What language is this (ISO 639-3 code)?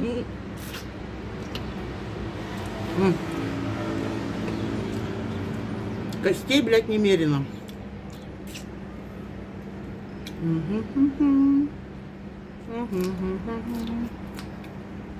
rus